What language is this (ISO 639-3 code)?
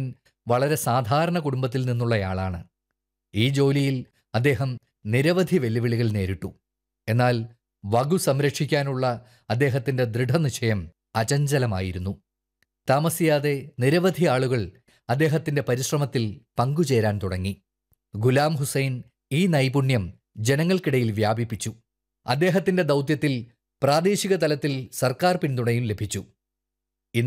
mal